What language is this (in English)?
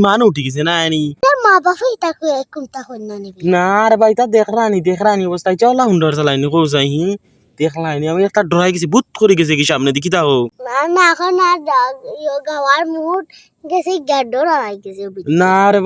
Sylheti